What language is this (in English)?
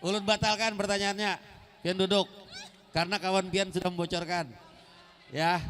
Banjar